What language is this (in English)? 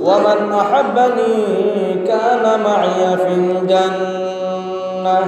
Sylheti